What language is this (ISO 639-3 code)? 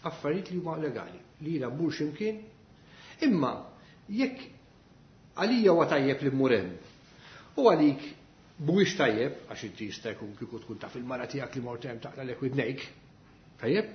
mlt